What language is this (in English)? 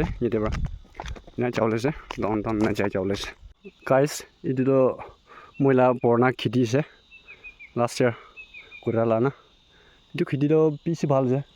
Naga Pidgin